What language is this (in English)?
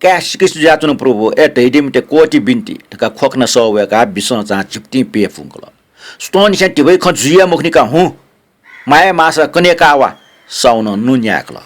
Newari